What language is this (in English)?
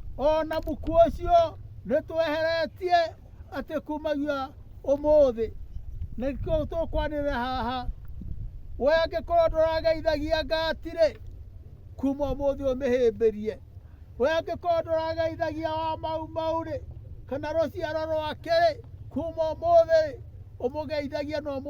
Kikuyu